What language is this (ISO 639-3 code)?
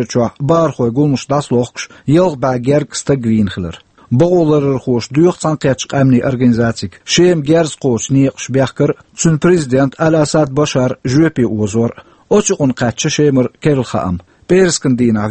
che